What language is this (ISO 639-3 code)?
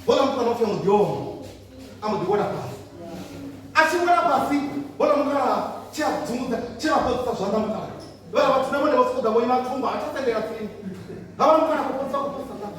ven